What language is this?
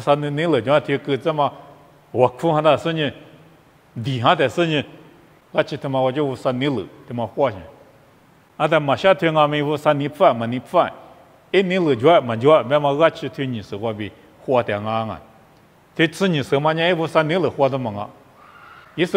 Lisu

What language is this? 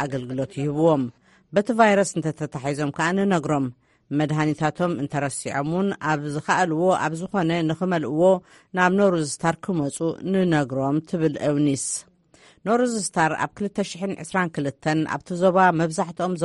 Tigrinya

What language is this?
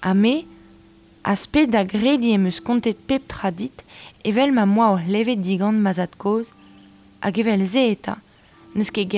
Breton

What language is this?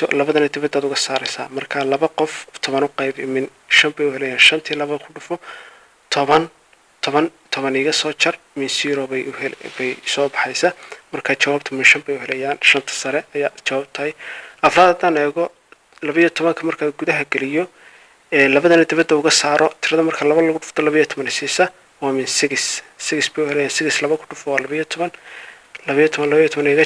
Somali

